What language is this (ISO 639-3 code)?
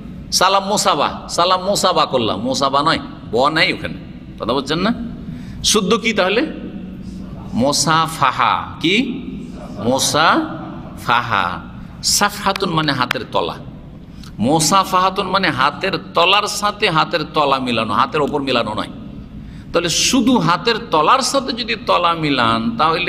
ben